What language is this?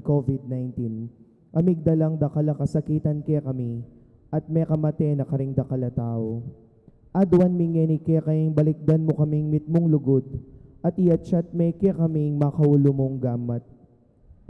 Pampanga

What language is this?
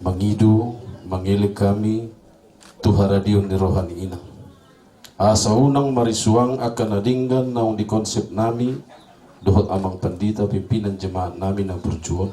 Batak Toba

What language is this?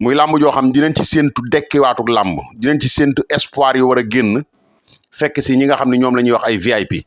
Wolof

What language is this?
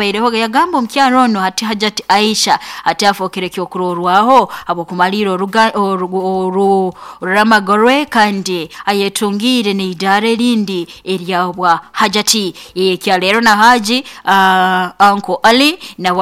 Nyoro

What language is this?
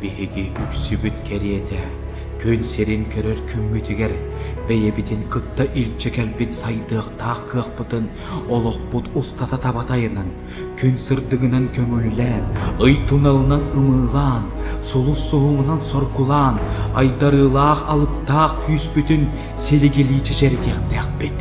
Yakut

